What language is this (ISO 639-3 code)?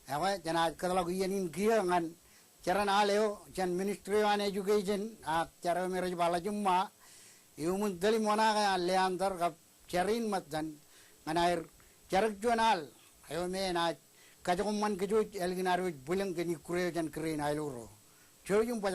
mah